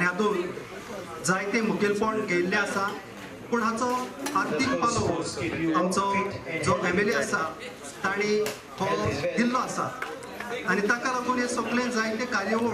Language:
Konkani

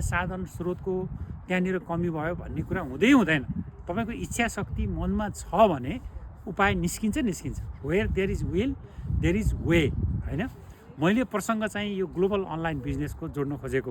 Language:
Nepali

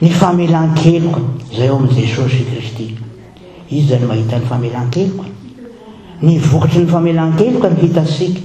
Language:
Malagasy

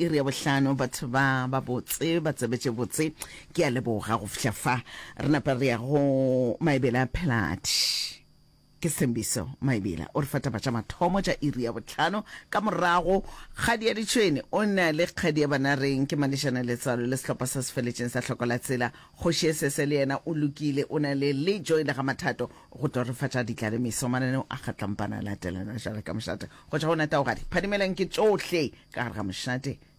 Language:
Northern Sotho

